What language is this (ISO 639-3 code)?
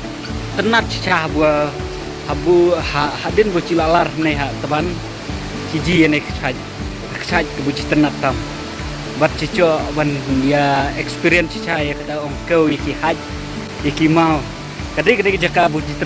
kha